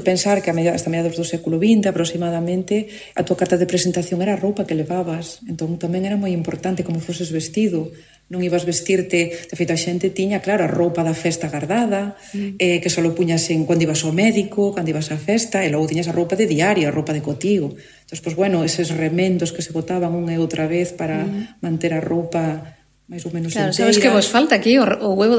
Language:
Galician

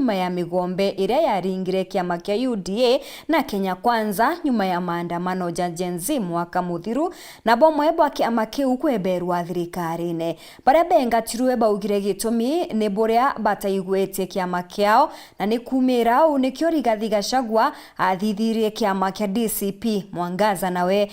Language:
Meru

